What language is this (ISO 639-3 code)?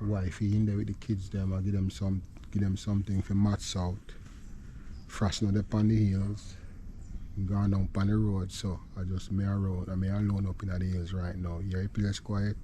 jam